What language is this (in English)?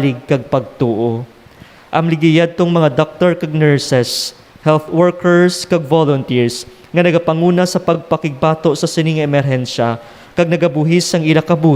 Hiligaynon